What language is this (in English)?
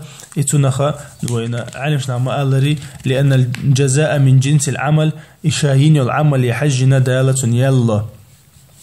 Chechen